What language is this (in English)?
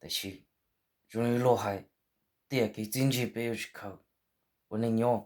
Hmong